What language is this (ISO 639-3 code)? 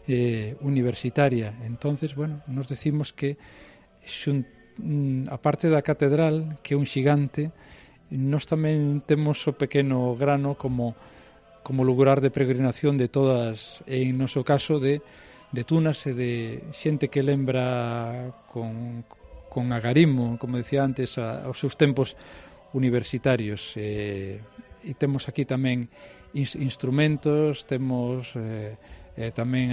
glg